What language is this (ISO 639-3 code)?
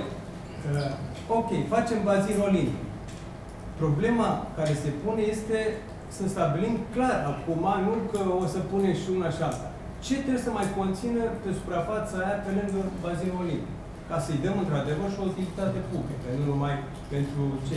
ron